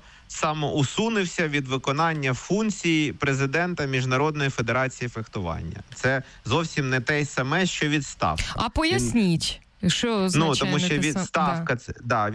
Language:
Ukrainian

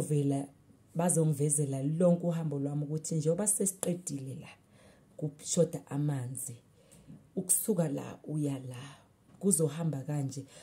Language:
Zulu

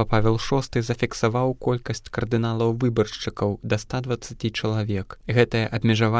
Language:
Belarusian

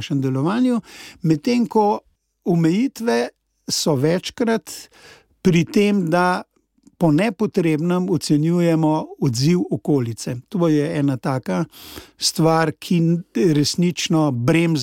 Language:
Slovenian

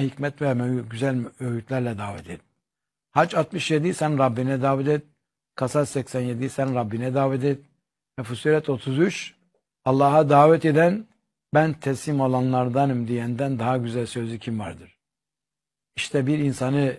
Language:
Turkish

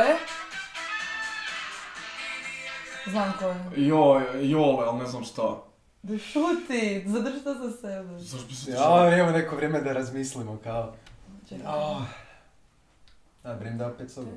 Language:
Croatian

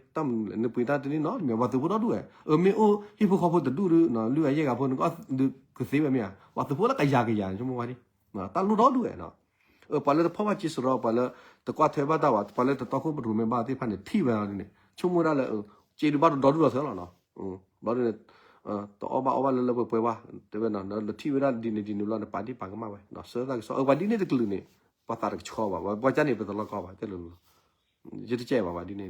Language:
S'gaw Karen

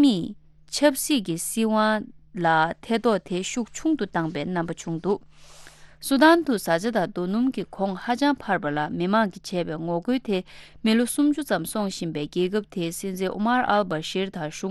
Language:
Tibetan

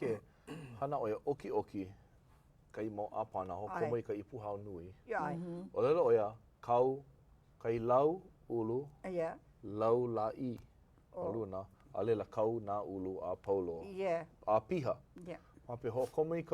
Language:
Hawaiian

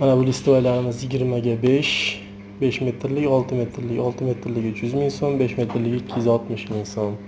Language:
Uzbek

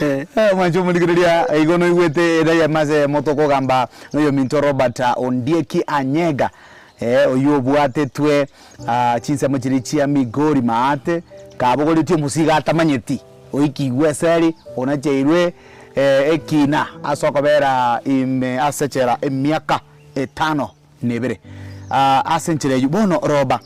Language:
Gusii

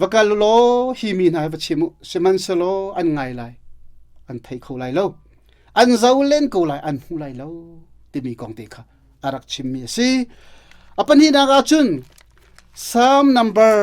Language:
Hakha Chin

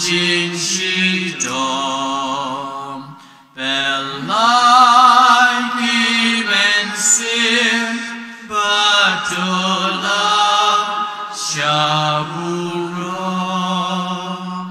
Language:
Khasi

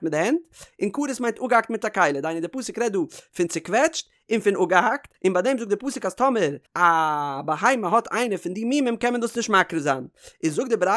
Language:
Yiddish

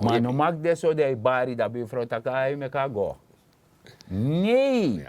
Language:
Sranan Tongo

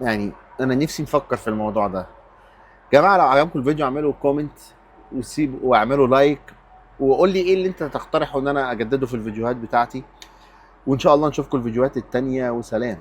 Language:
Egyptian Arabic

